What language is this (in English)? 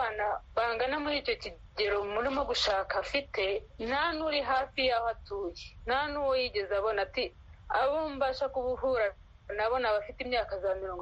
Kinyarwanda